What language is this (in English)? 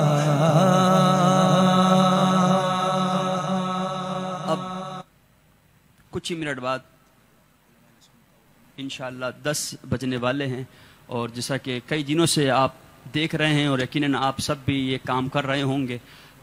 Urdu